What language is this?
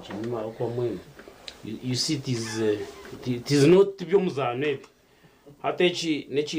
Nyankole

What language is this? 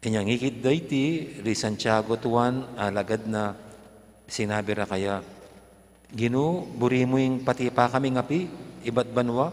Pampanga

